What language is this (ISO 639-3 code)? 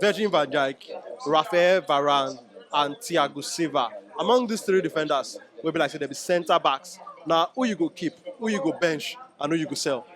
pcm